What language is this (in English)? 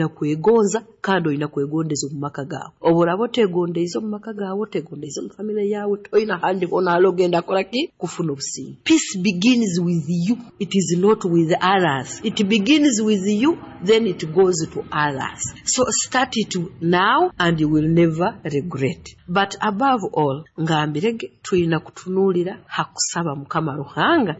Nyoro